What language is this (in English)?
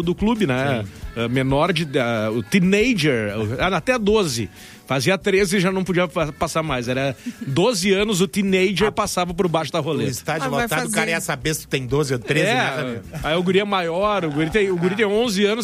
Portuguese